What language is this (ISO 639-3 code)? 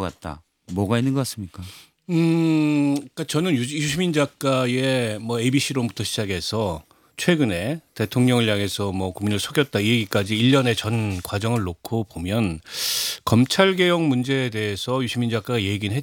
kor